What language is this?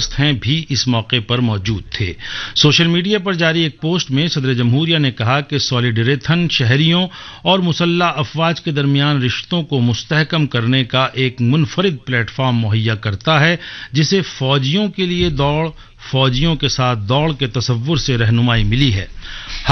Urdu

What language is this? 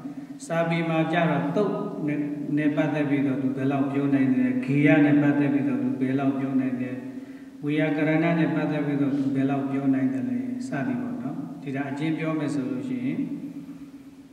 Burmese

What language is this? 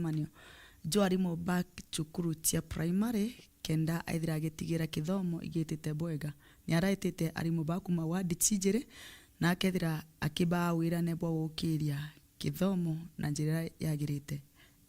Meru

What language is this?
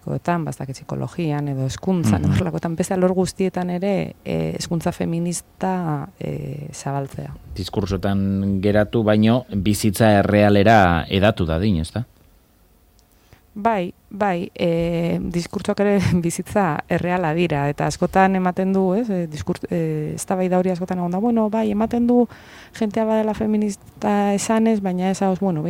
Basque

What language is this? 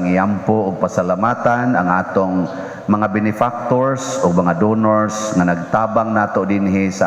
Cebuano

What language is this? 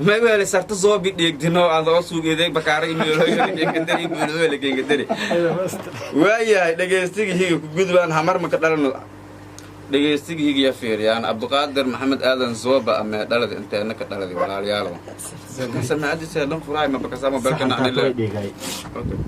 Somali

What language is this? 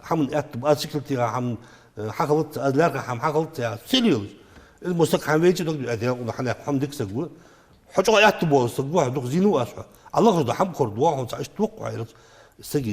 Ingush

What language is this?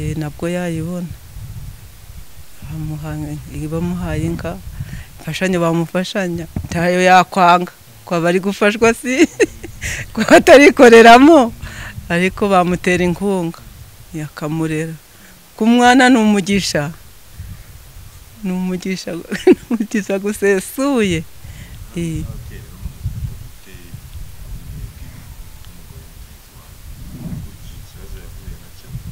Kinyarwanda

